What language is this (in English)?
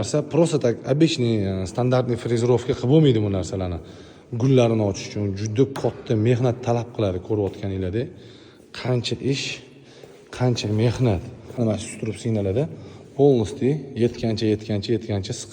Uzbek